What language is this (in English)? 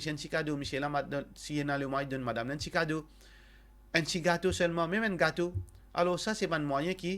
Morisyen